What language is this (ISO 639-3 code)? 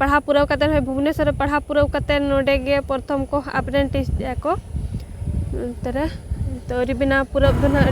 sat